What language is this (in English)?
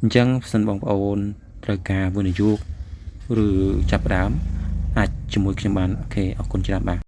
Khmer